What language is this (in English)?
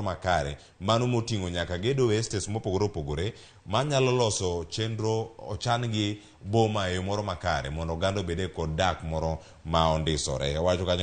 Luo (Kenya and Tanzania)